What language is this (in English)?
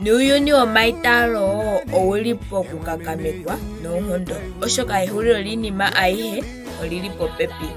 Ndonga